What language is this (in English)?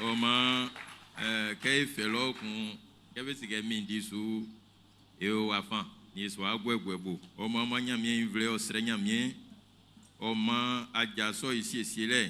Baoulé